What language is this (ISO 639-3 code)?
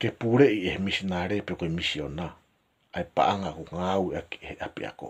ton